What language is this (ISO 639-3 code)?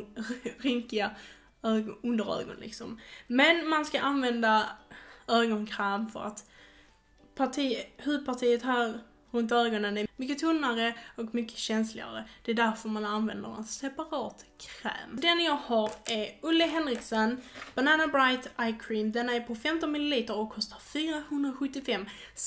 swe